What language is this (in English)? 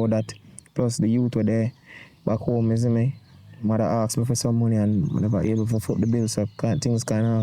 Jamaican Creole English